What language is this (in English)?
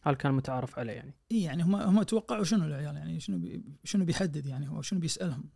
Najdi Arabic